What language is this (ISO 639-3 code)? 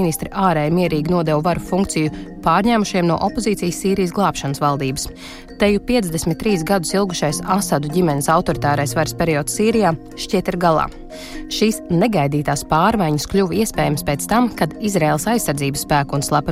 lav